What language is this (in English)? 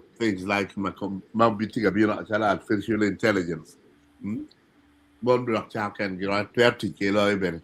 Acoli